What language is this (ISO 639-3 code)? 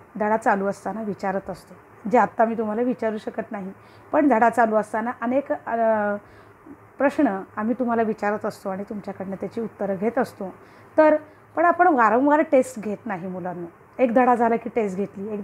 mar